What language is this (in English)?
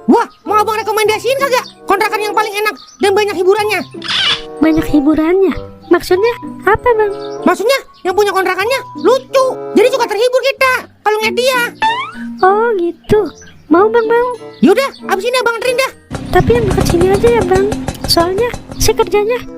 Betawi